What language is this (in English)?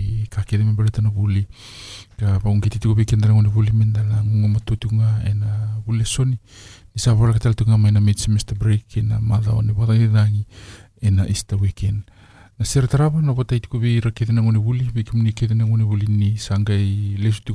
Fijian